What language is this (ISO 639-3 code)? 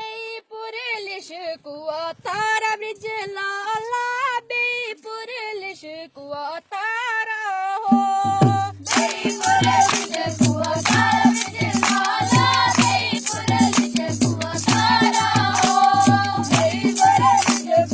doi